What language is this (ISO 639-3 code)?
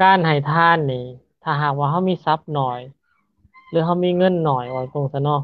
lao